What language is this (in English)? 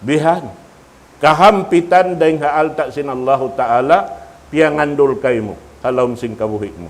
Tausug